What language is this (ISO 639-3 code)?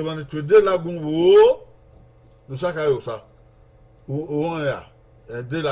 bin